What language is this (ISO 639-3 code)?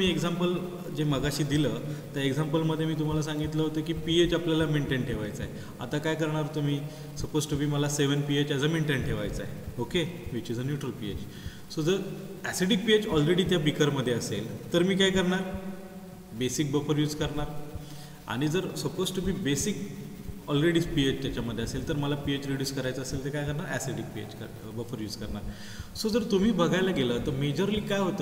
mar